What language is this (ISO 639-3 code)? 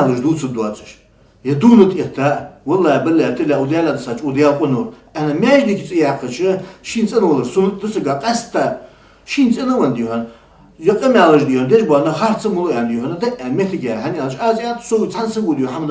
inh